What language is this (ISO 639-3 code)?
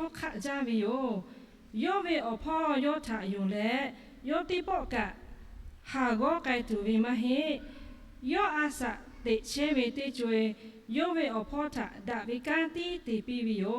lhu